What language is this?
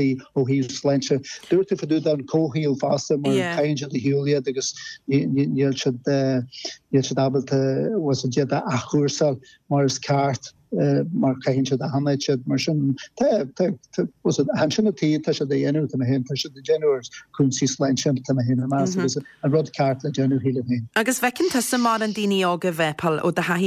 Irish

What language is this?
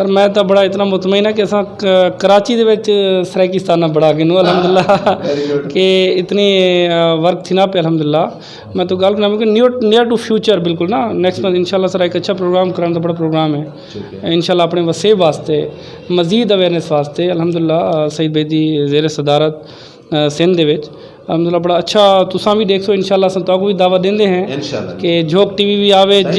Saraiki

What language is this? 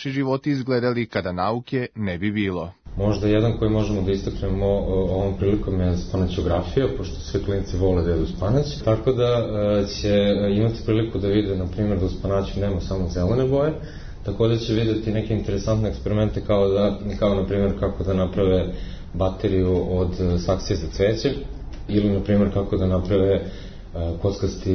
Serbian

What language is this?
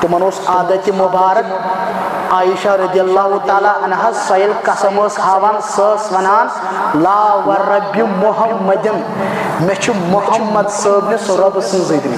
Kashmiri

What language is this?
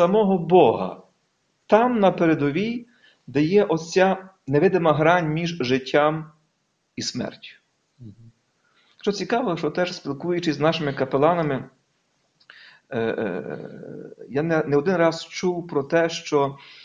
Ukrainian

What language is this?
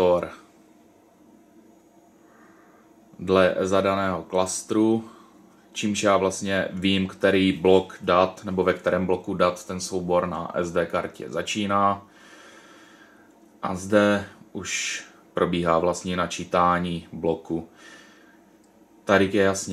Czech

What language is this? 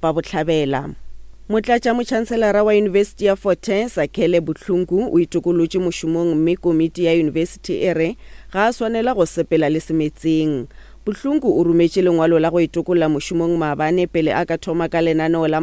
Northern Sotho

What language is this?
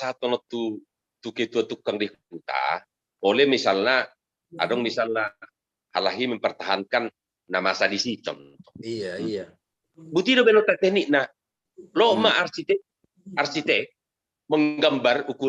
Batak Toba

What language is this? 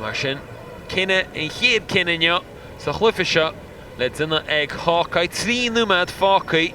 Irish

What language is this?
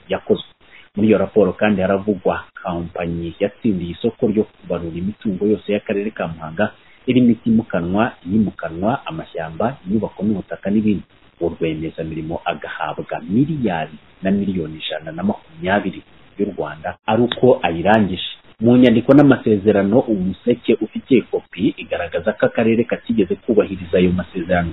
Kinyarwanda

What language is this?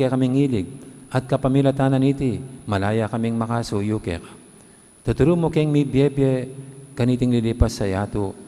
Pampanga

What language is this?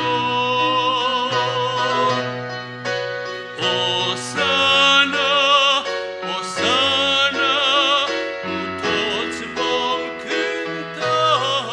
Romanian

